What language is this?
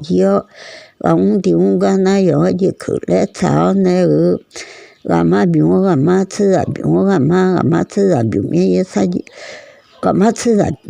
Akha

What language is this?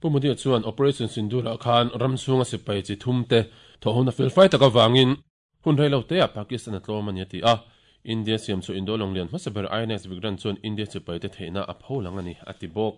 Mizo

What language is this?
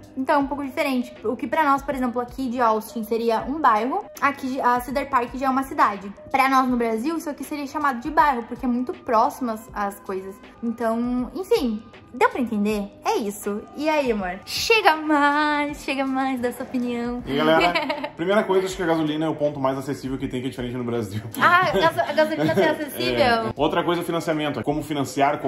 Portuguese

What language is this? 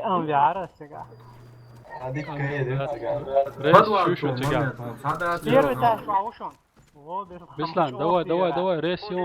Chechen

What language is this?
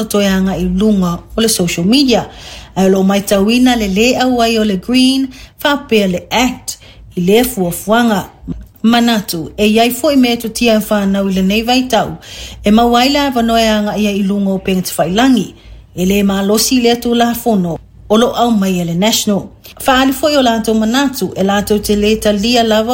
Samoan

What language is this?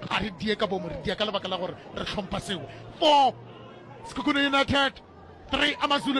Northern Sotho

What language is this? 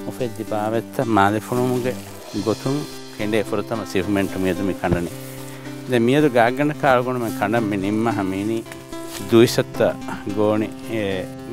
Divehi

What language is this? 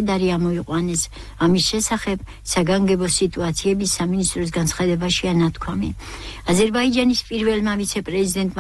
Georgian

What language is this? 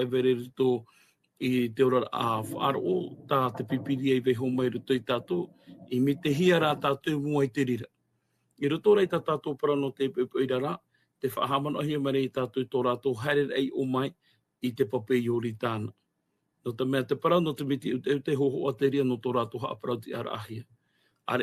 Tahitian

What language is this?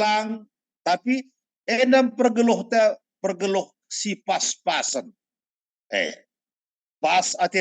Batak Karo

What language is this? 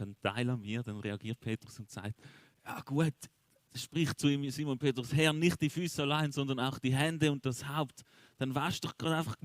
Swiss German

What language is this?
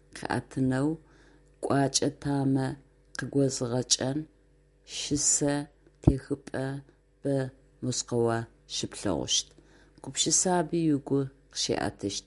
Adyghe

